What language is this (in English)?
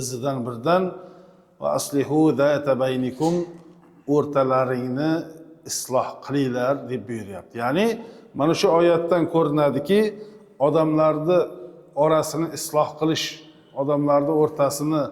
Uzbek